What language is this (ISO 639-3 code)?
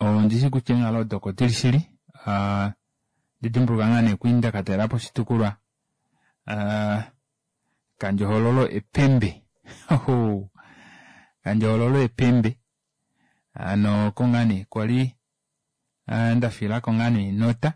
kua